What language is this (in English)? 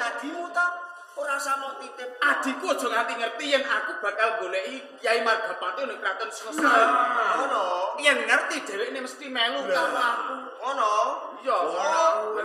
Javanese